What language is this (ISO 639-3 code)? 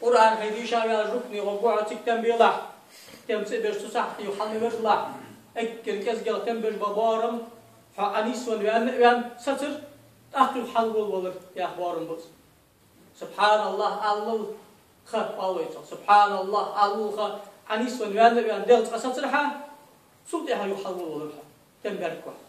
inh